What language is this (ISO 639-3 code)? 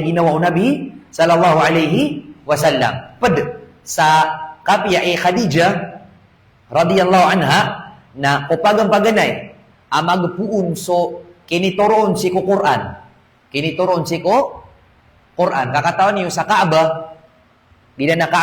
mrw